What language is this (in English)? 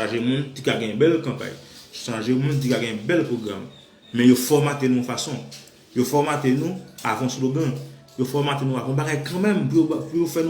Haitian Creole